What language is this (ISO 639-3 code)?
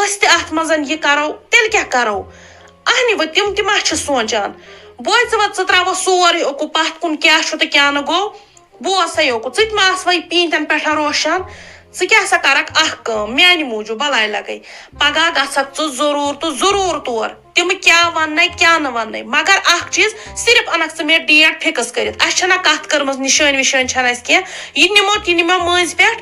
kas